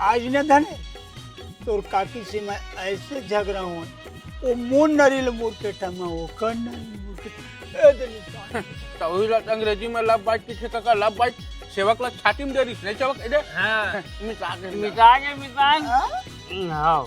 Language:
Chhattisgarhi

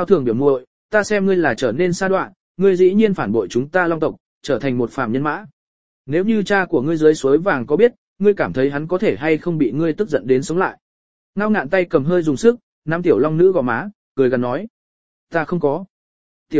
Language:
Vietnamese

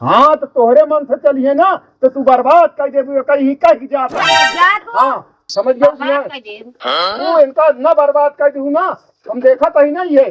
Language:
Awadhi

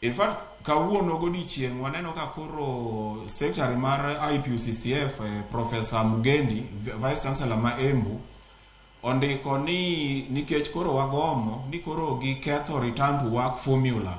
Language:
Luo (Kenya and Tanzania)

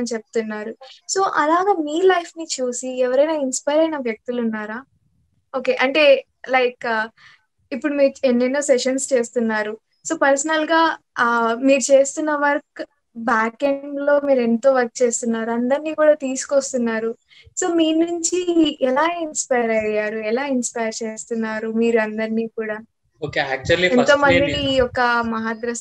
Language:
Telugu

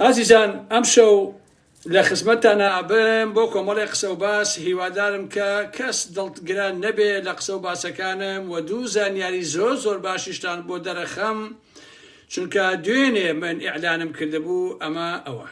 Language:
Central Kurdish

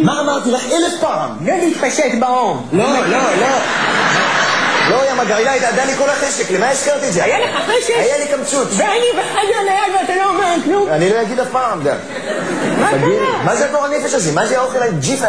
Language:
Hebrew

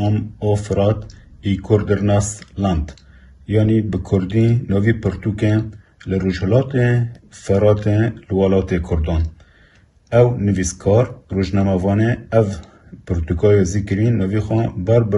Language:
Kurdish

